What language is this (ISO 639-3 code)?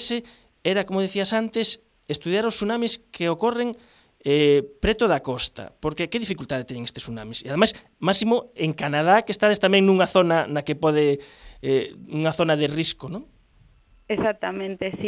glg